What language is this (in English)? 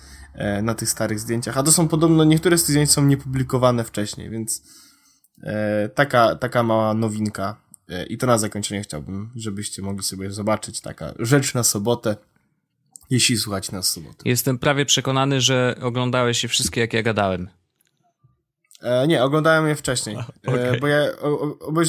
Polish